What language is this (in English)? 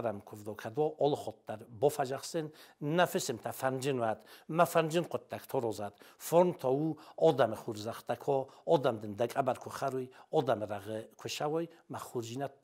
Ossetic